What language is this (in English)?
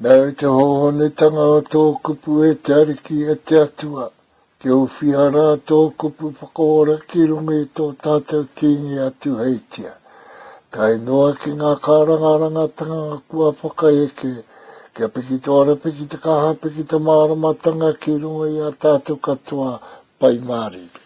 Māori